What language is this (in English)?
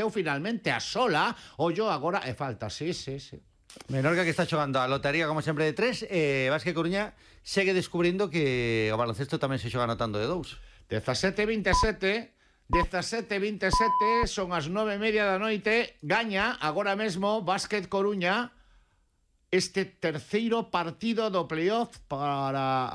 Galician